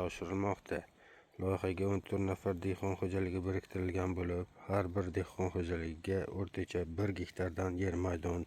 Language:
Uzbek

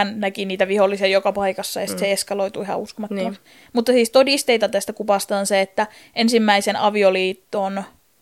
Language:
Finnish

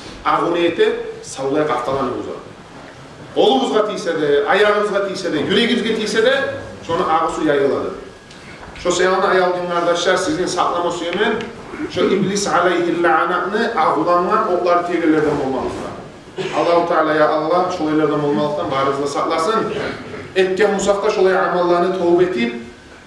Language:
Kumyk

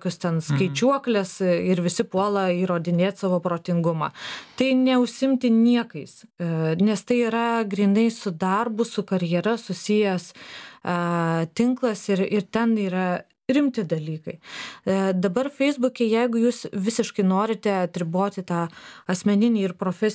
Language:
Lithuanian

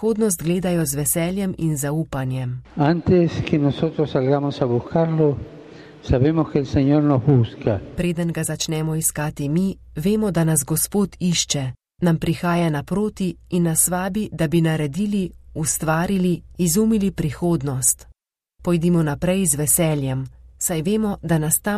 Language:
Slovenian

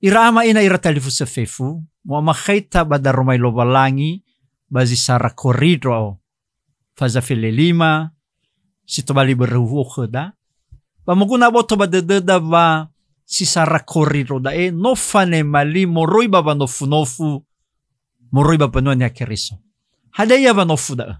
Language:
Nias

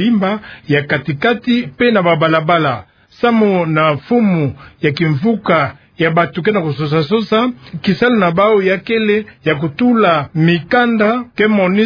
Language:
Kituba (Democratic Republic of Congo)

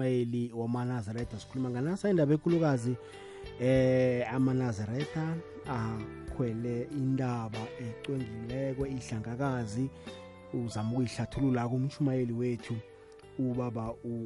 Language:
South Ndebele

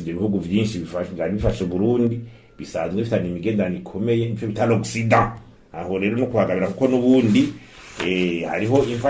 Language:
Rundi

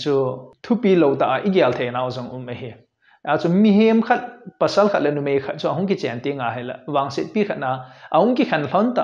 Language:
Thado Chin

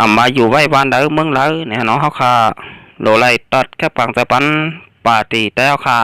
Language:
Shan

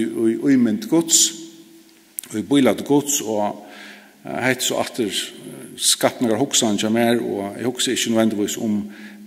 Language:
Faroese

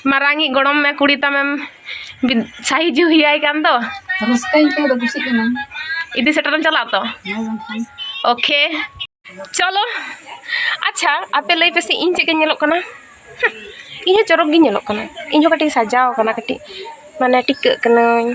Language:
Santali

